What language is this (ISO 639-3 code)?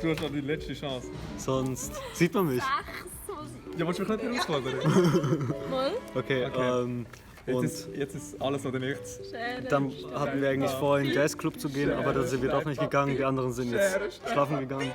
gsw